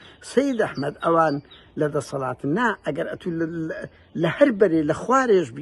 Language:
Central Kurdish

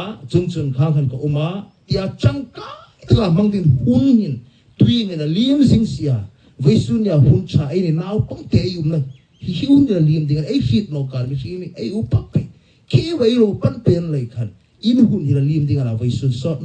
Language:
Hmar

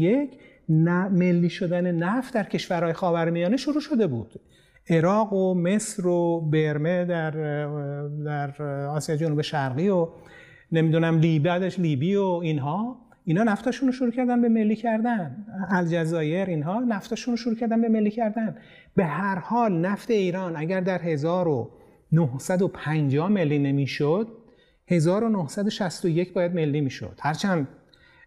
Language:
Persian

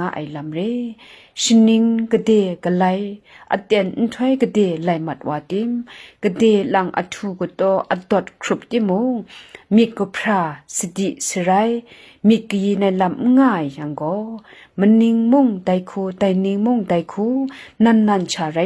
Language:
Kachin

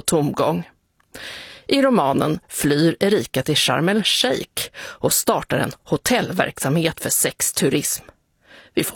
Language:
Swedish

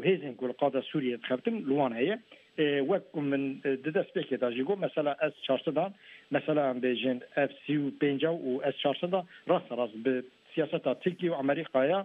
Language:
Kurdish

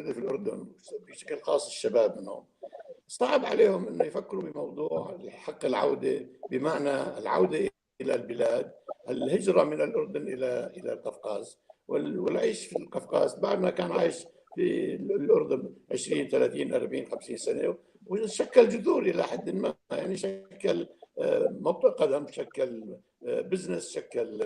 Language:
North Levantine Arabic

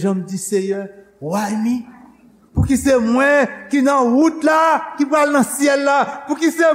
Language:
Haitian Creole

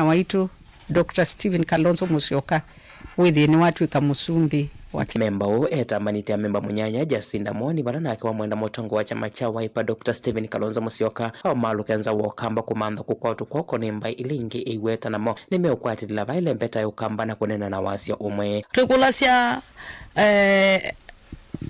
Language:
Kamba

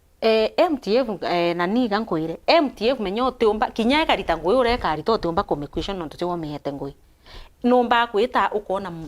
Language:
Meru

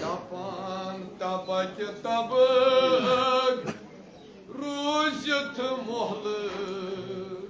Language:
Kashmiri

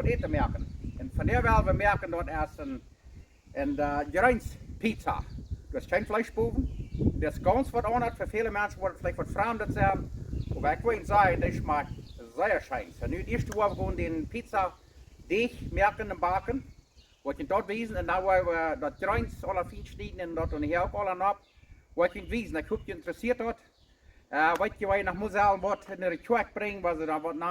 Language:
Plautdietsch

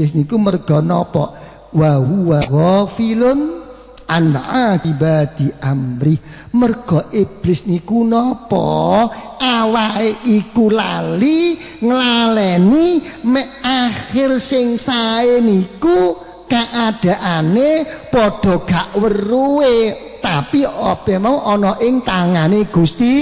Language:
Javanese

